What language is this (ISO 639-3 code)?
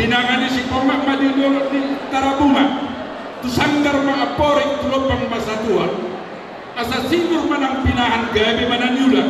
bbc